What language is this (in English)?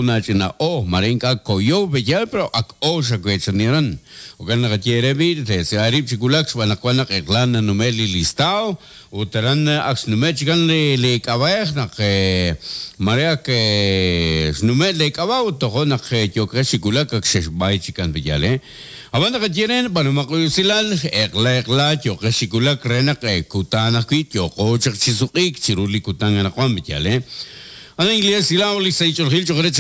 Kekchí